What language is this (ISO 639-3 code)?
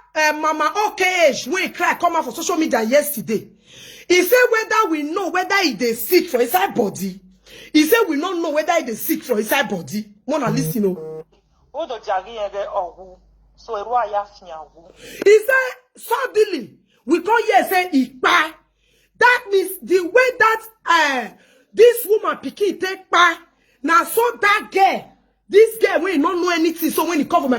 pcm